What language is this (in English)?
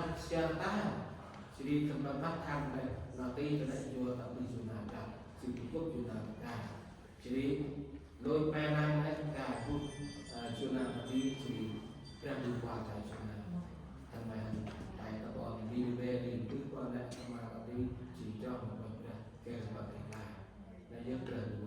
Central Mnong